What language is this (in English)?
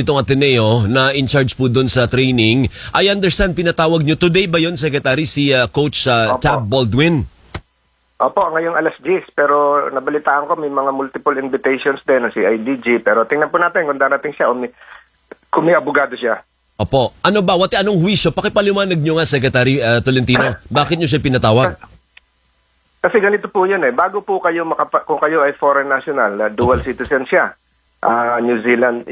Filipino